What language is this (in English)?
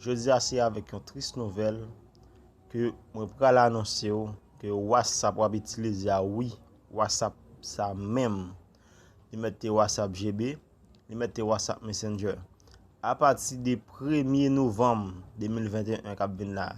Haitian Creole